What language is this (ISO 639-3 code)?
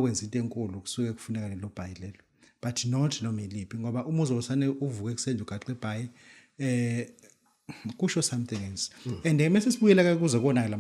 zul